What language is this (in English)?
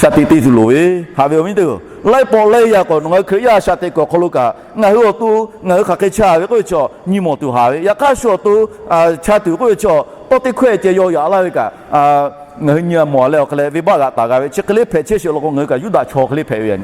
Lahu